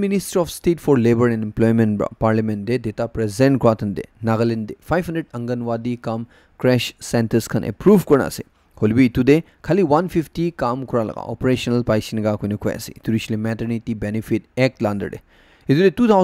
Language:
Naga Pidgin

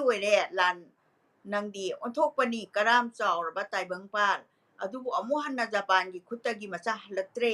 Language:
Manipuri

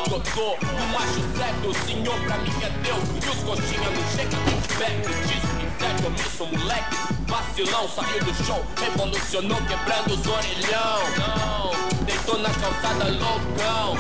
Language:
Portuguese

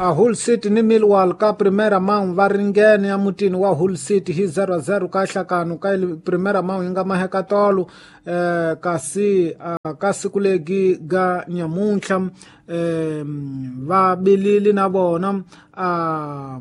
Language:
Tsonga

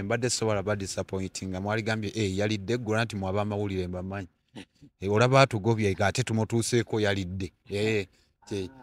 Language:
Ganda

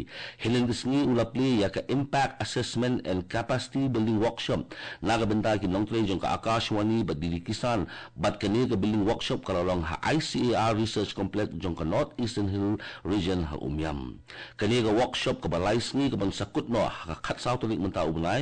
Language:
Khasi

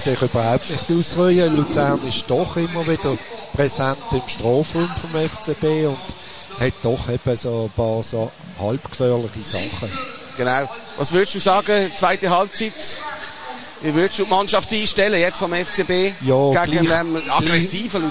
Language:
German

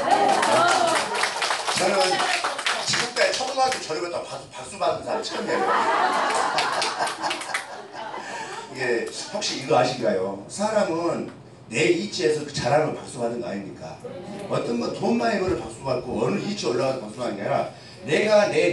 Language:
Korean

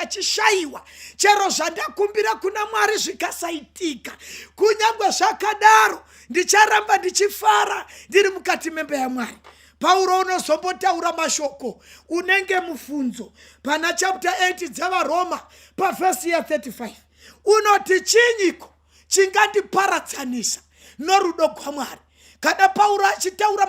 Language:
Shona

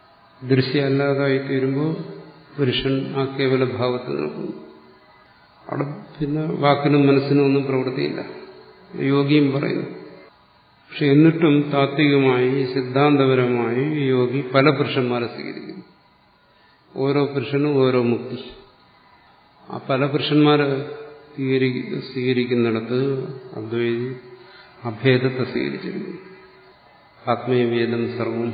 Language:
Malayalam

